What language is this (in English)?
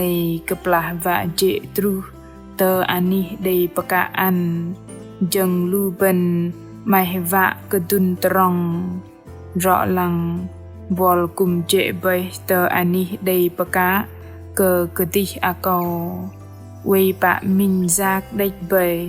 Bahnar